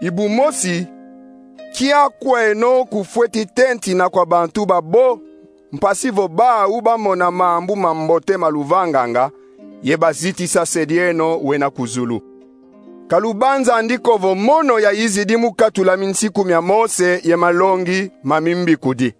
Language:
Kongo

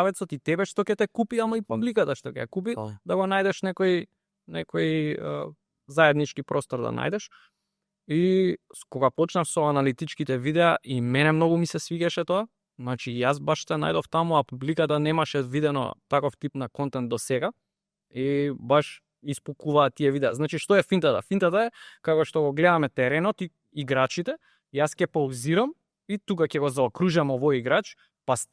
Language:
Macedonian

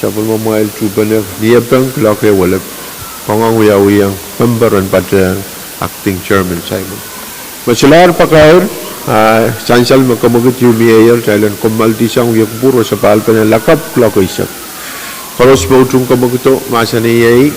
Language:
Pohnpeian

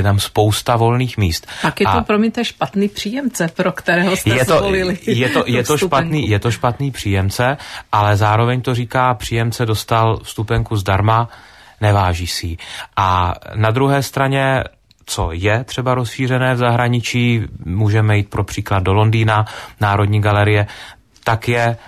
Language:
Czech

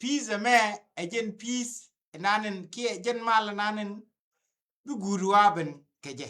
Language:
Nuer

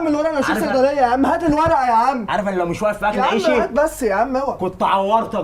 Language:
Egyptian Arabic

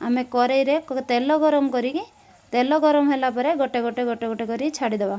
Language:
Odia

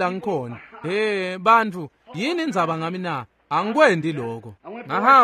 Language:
Swati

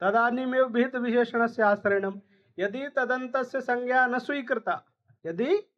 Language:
Sanskrit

